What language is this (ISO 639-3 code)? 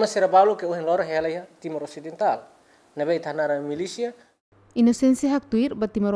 tet